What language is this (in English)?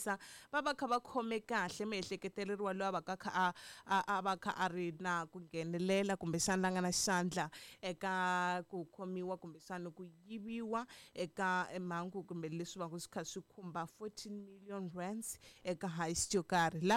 Tsonga